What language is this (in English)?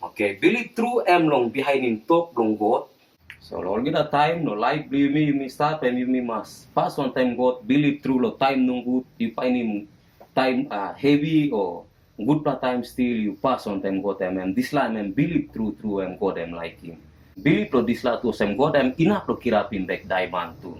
Tok Pisin